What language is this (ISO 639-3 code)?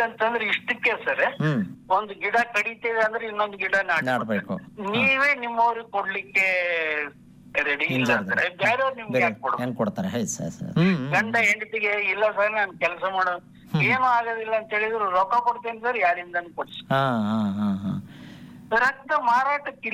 kan